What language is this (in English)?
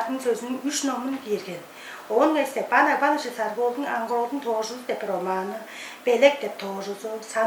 Tuvinian